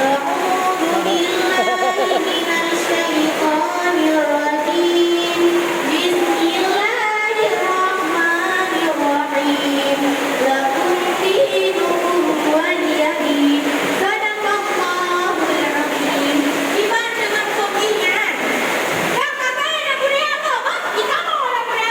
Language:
Achinese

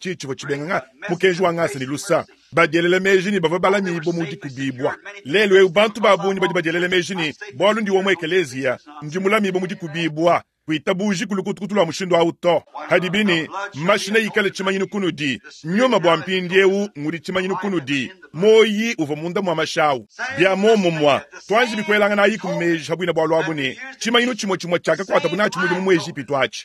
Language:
Luba-Lulua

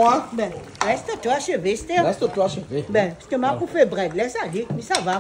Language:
Réunion Creole French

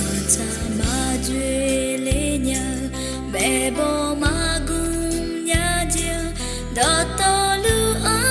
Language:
Akha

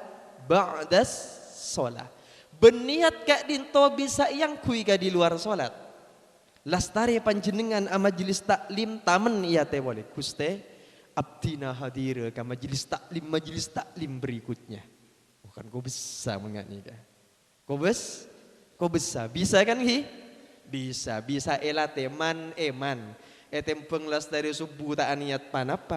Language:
Madurese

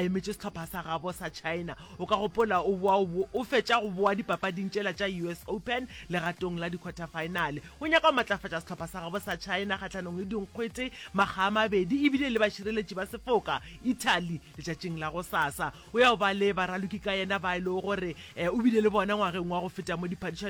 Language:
Northern Sotho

